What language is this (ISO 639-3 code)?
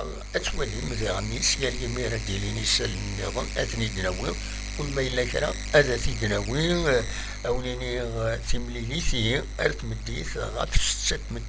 kab